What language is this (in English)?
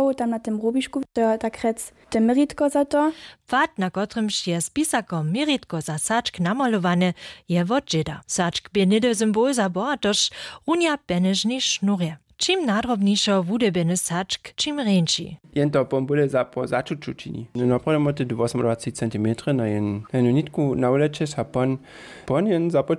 Upper Sorbian